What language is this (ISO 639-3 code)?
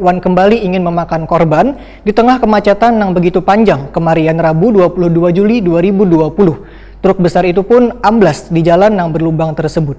bjn